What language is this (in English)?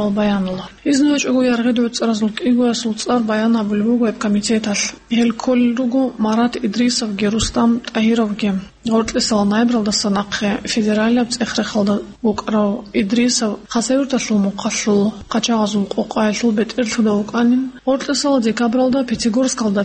Avaric